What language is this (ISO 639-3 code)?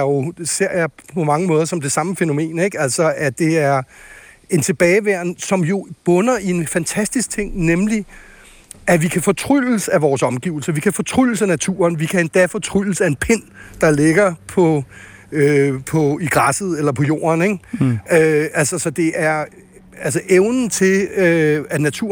dan